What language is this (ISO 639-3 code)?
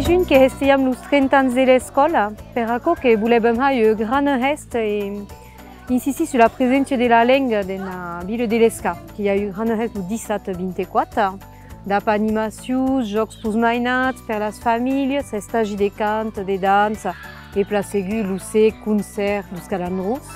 oci